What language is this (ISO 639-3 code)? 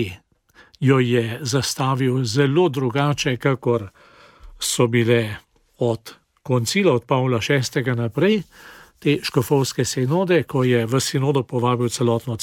slv